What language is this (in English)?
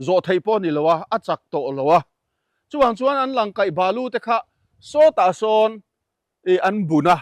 Mizo